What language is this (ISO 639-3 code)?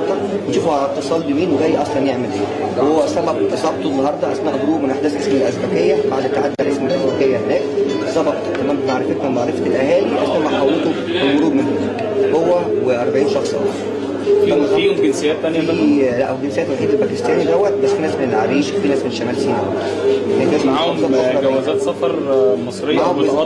arz